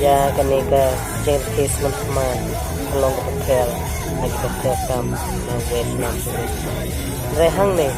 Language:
Khasi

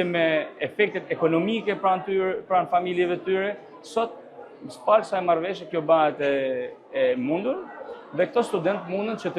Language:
Albanian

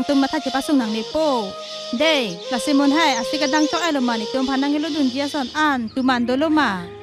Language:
Karbi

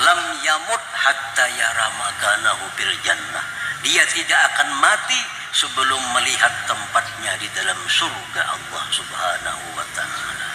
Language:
Banjar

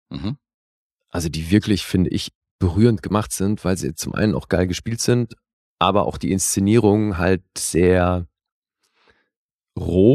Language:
German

